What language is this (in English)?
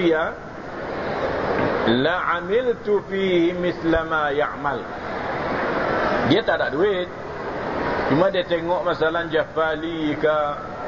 Malay